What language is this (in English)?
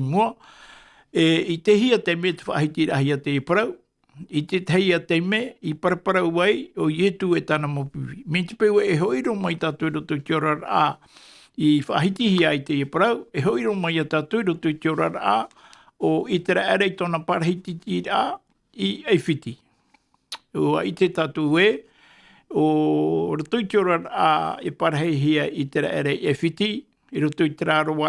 Tahitian